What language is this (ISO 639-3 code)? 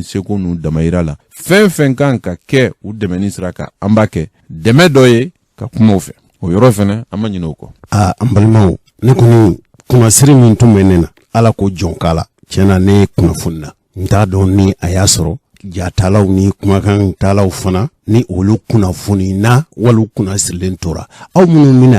bam